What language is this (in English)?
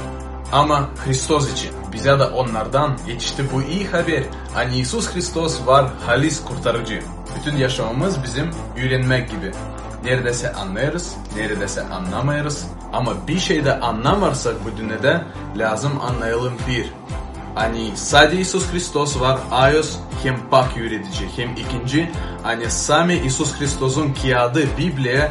Gagauz